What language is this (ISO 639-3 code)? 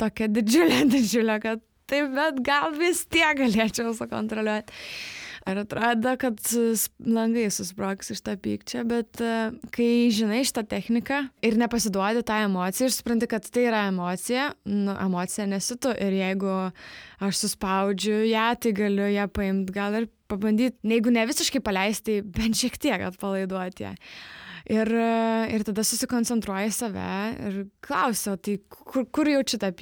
lit